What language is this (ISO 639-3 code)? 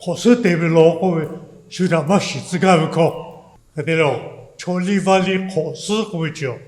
lhu